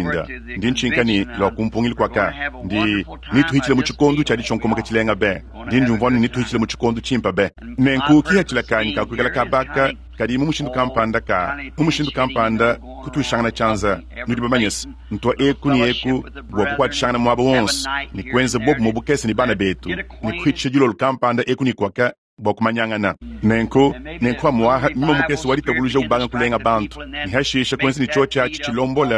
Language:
Luba-Lulua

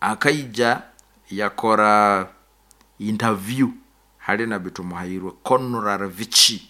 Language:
Nyoro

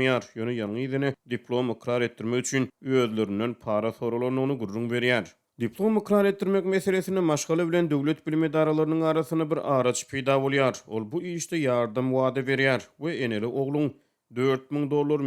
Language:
Turkmen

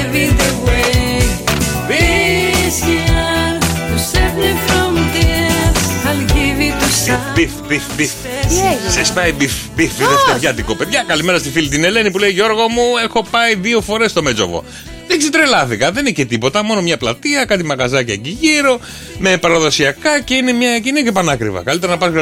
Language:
Greek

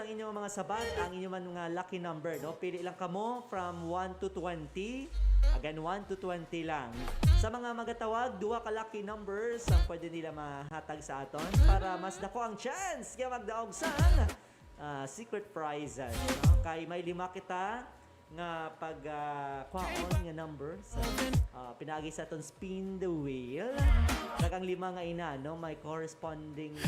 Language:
Hiligaynon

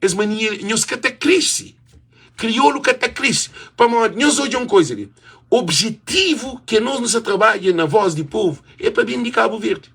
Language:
Kabuverdianu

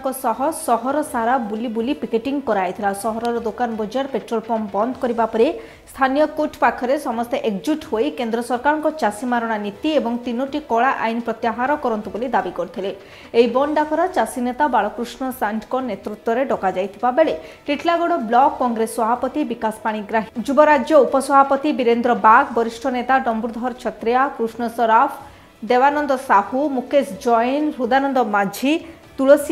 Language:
Odia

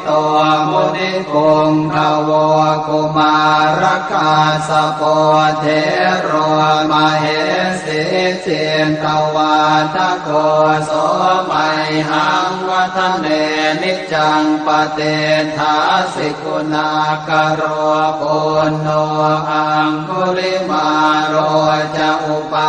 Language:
Pali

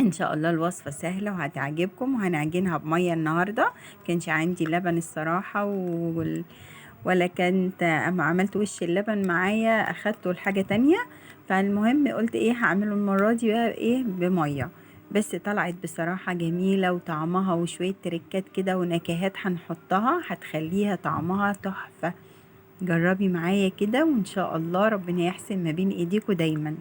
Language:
Egyptian Arabic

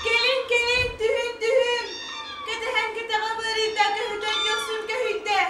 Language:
Yakut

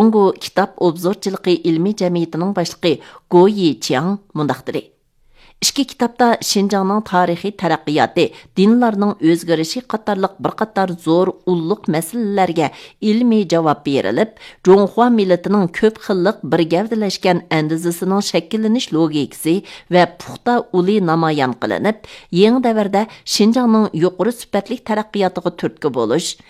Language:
Uyghur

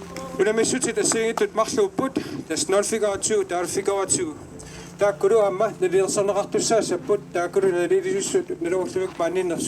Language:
Kalaallisut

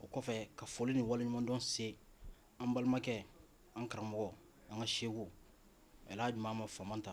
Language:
Bambara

